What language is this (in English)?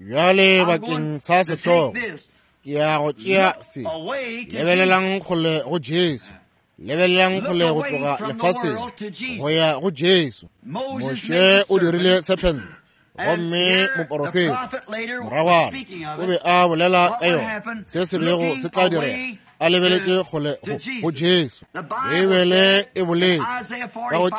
Northern Sotho